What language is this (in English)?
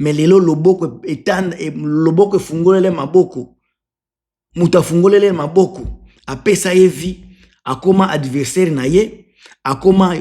Lingala